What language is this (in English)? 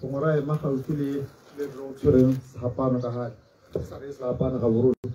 Tswana